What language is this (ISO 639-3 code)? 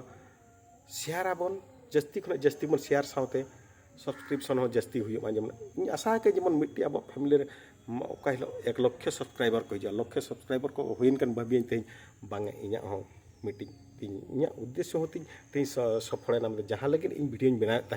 sat